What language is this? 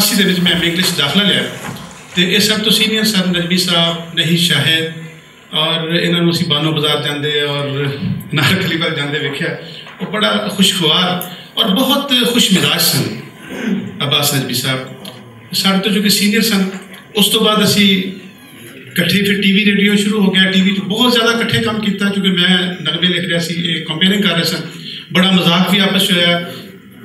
Western Panjabi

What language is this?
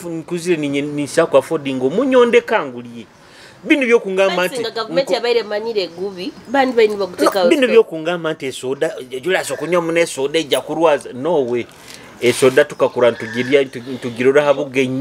Nyoro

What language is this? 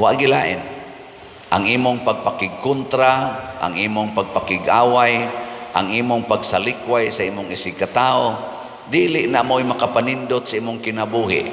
Cebuano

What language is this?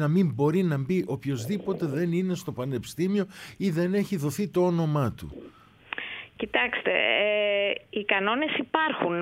Greek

